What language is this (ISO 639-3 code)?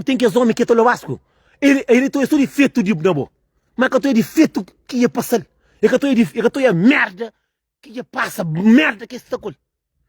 kea